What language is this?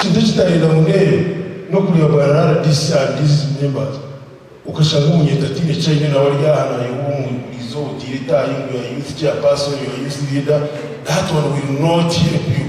Nyankole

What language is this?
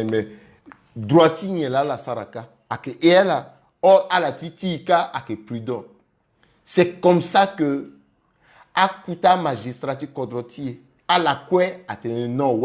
Sango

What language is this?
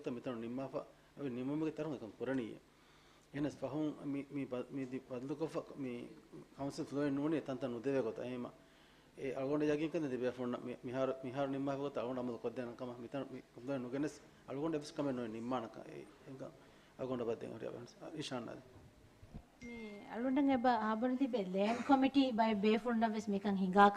Divehi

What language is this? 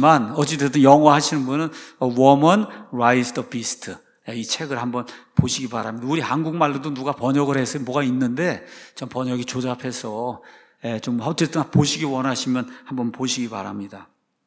Korean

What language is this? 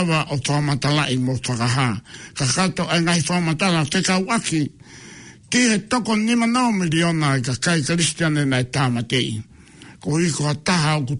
Tongan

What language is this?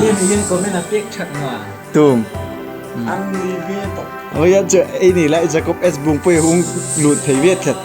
Hmar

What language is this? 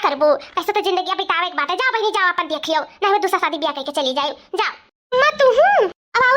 Awadhi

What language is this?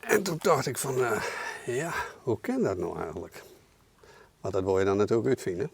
Western Frisian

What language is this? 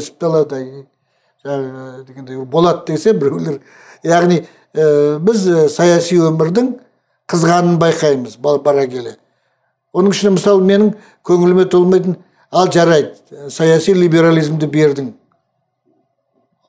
Kazakh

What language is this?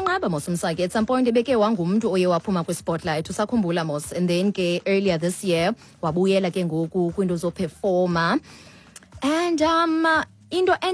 Xhosa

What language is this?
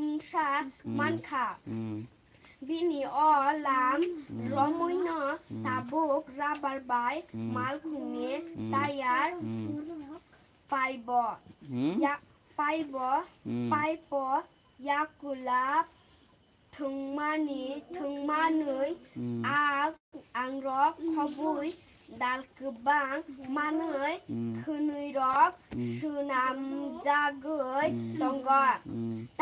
Kok Borok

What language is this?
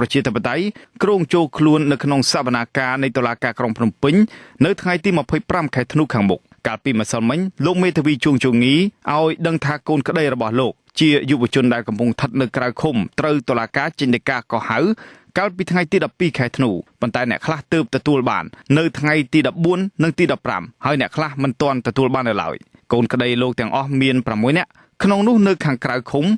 Khmer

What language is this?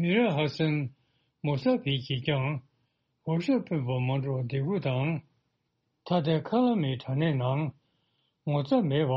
Tibetan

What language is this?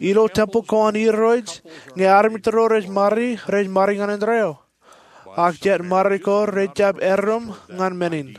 Marshallese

